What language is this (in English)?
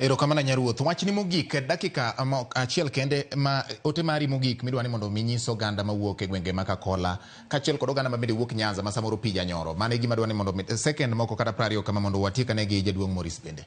Luo (Kenya and Tanzania)